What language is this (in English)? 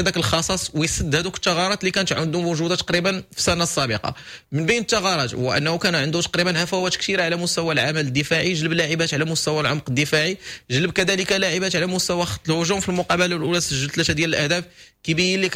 Moroccan Arabic